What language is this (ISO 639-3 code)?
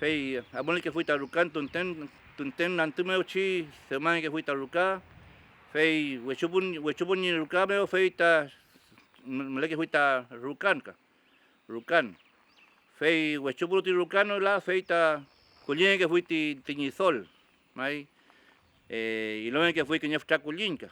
arn